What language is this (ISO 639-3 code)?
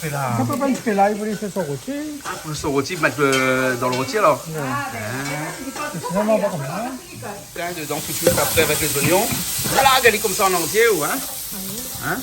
rcf